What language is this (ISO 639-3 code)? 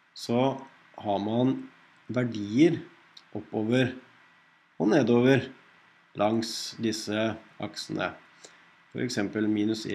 nor